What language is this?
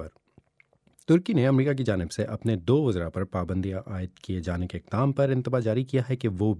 Urdu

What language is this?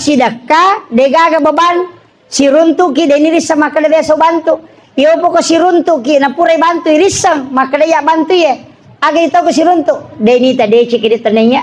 Buginese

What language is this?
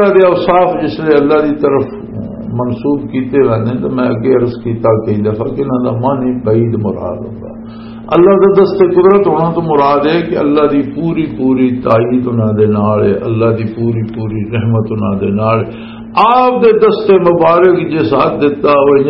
Western Panjabi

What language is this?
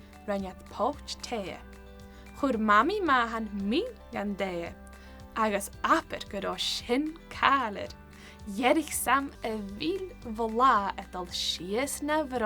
Scottish Gaelic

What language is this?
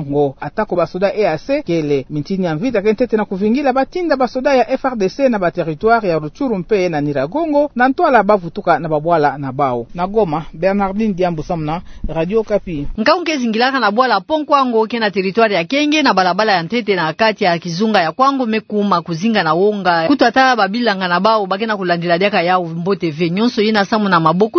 Kituba (Democratic Republic of Congo)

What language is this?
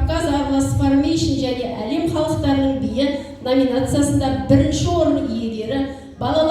Kazakh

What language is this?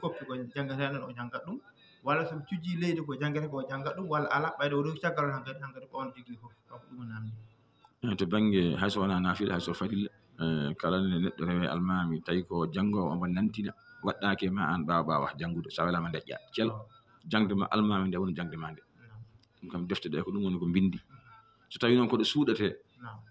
Fula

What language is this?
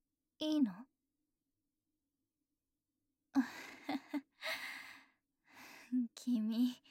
Japanese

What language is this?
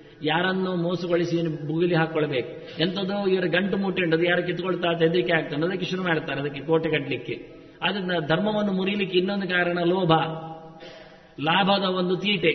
Kannada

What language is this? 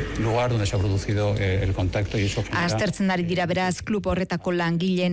Basque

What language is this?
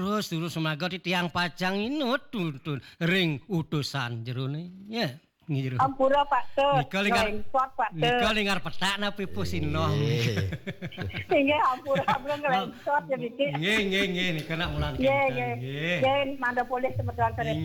Balinese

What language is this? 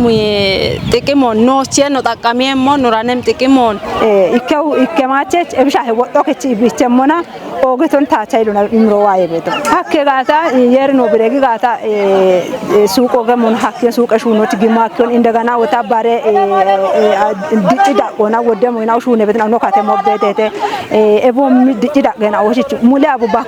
Kafa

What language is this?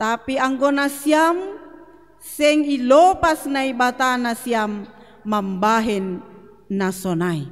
Batak Simalungun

